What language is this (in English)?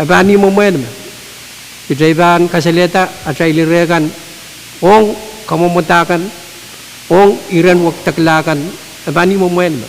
Pohnpeian